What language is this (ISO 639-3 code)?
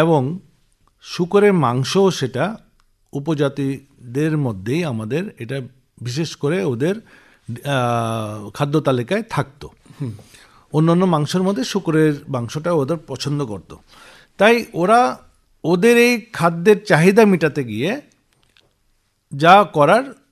ben